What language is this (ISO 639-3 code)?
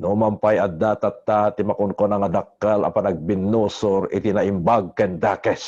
ilo